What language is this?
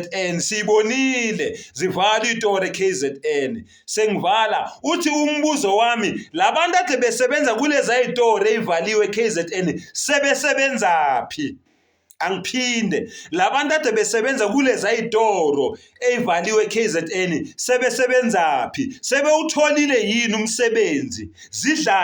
Zulu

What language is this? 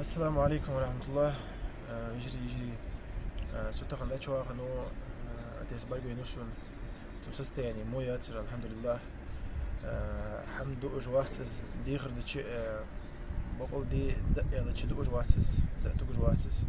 Ingush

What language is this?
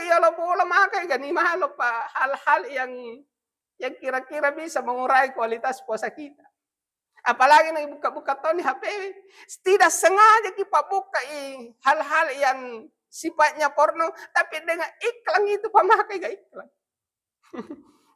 Buginese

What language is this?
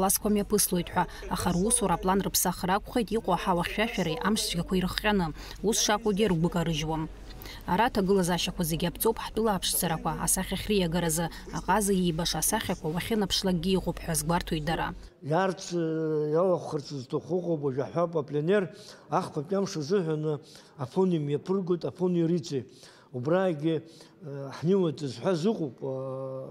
Abkhazian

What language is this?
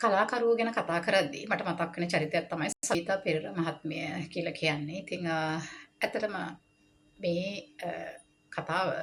Sinhala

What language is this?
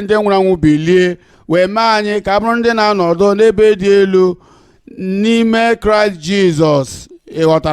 Igbo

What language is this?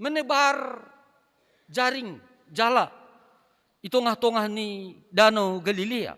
Batak Simalungun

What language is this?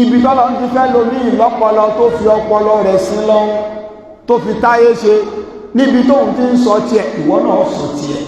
Yoruba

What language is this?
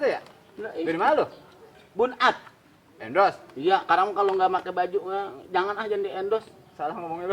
Betawi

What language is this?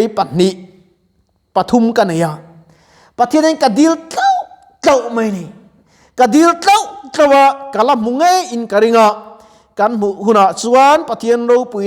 Mizo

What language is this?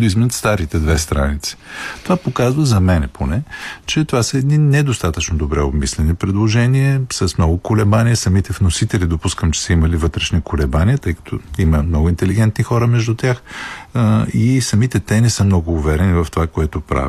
Bulgarian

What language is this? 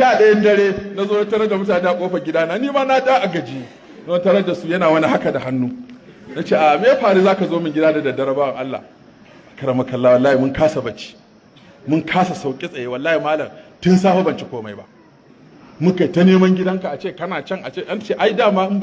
Hausa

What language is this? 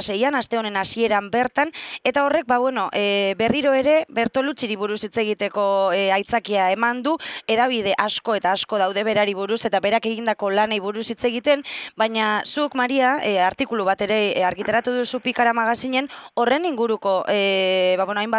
Basque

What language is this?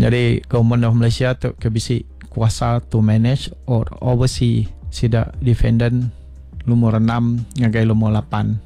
Iban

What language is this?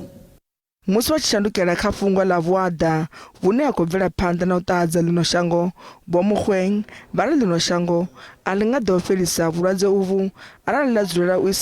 Venda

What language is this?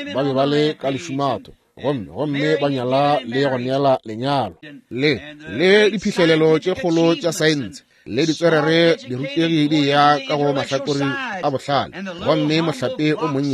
Northern Sotho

